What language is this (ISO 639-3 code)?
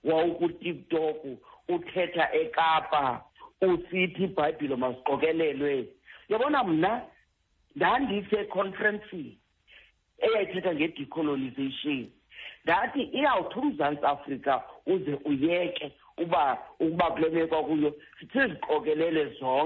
xho